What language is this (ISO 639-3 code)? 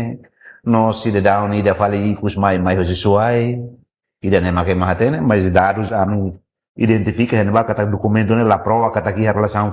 tet